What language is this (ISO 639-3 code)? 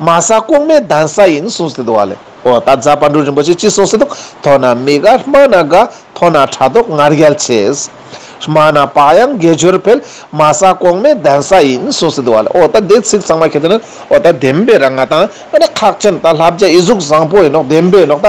lbj